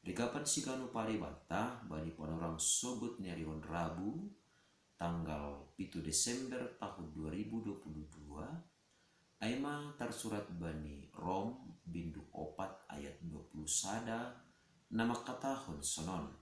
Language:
Batak Simalungun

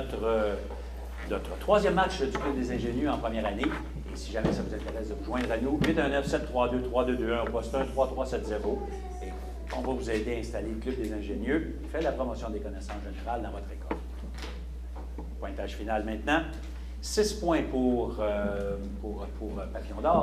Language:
French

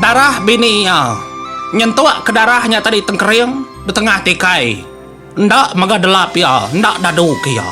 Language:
Iban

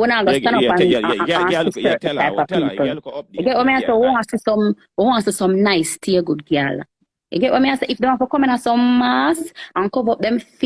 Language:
Jamaican Creole English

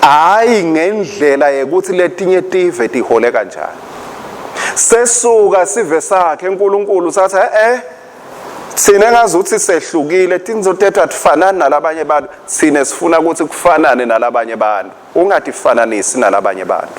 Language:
Swati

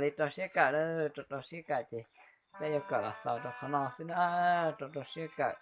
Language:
Hmong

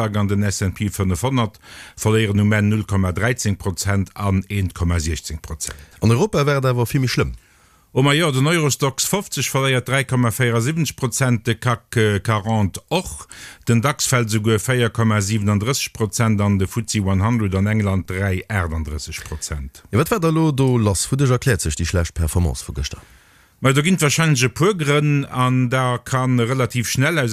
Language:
Luxembourgish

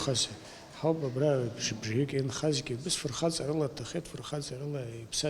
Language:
Abkhazian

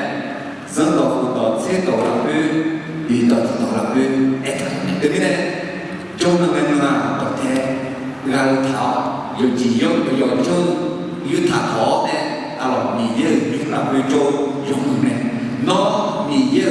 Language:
Akha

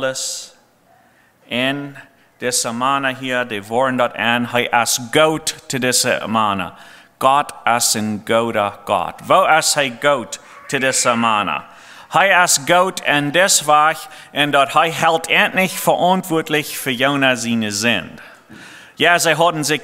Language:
Plautdietsch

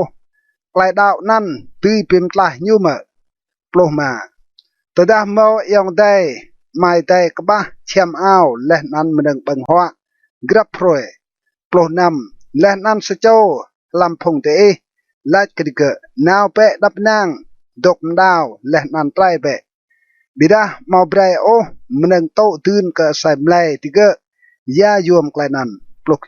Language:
Rade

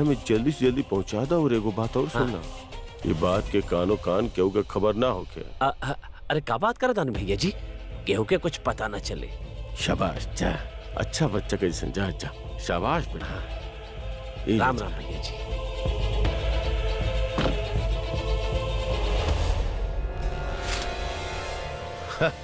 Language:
Bhojpuri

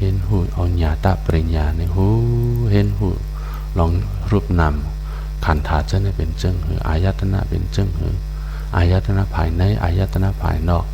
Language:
Shan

